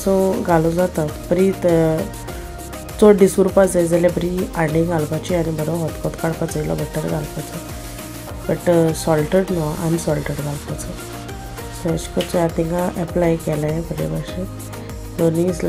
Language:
Konkani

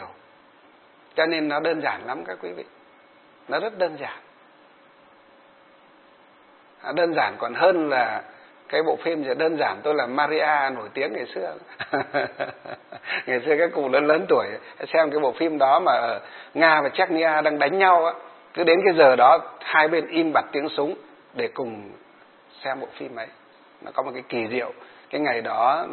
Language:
Vietnamese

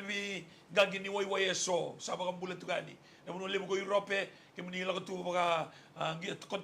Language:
Fijian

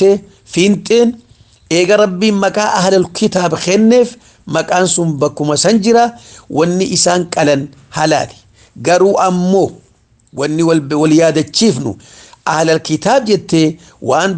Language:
Oromo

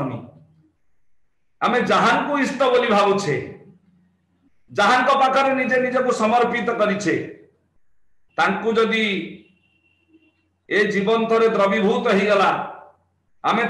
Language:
Odia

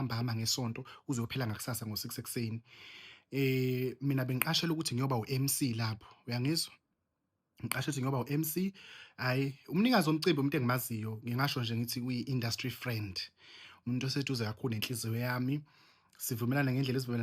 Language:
Zulu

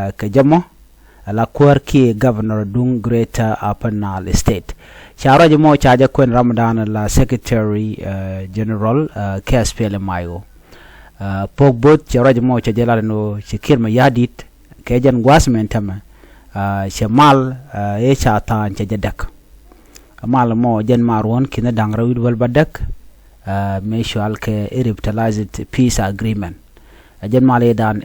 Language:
Nuer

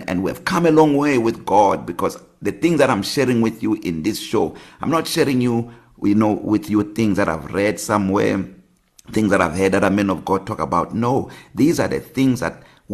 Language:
English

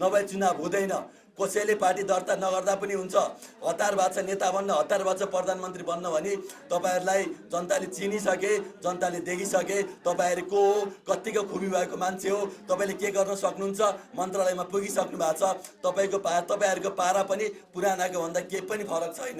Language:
Nepali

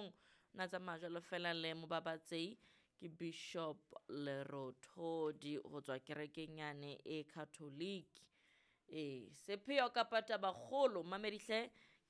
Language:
Southern Sotho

